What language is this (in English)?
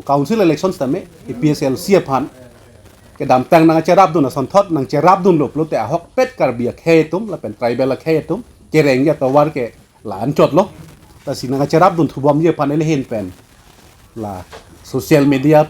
Karbi